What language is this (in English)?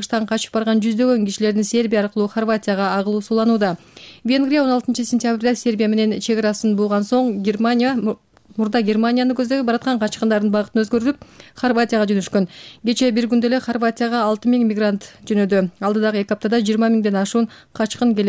Kyrgyz